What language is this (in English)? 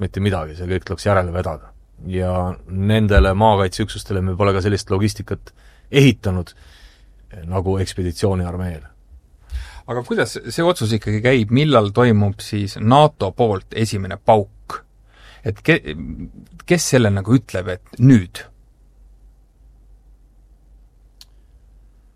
Estonian